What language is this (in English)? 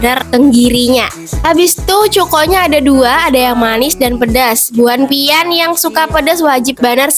Banjar